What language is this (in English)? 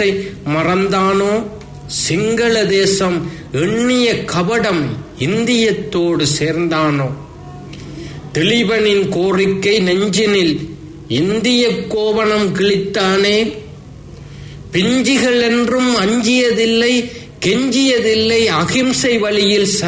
Tamil